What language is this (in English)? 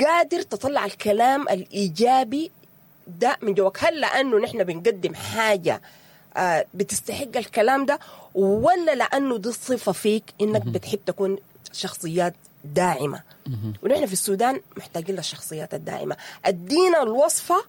Sudanese Arabic